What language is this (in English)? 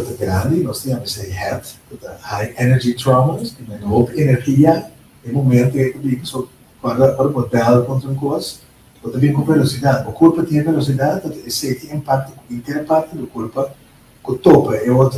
Papiamento